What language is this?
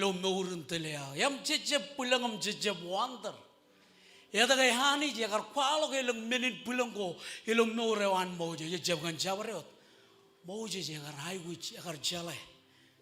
Marshallese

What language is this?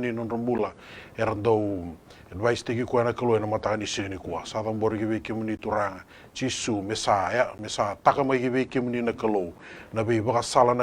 Fijian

